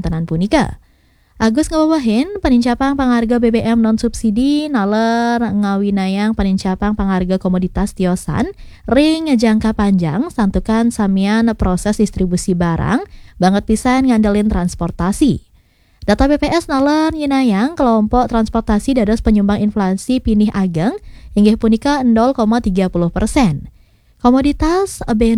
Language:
Balinese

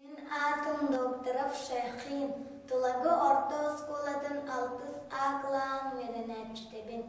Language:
Yakut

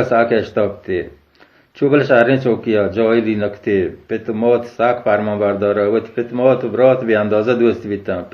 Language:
Baluchi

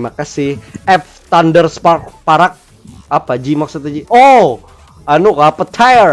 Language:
Banjar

